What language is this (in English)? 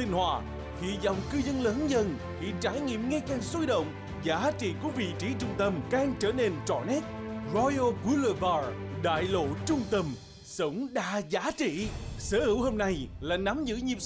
Vietnamese